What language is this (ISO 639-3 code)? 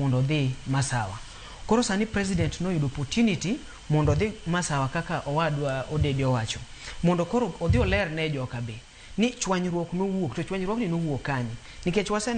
luo